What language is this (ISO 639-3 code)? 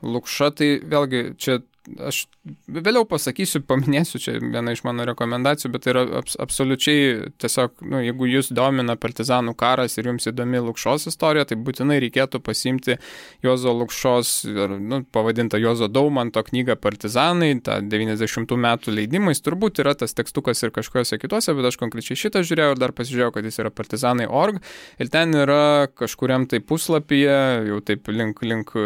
lit